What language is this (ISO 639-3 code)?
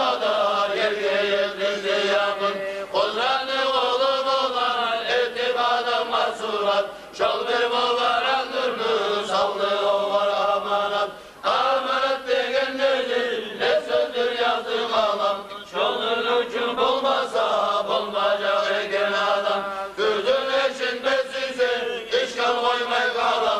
kum